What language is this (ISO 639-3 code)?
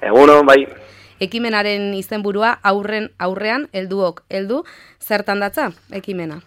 eus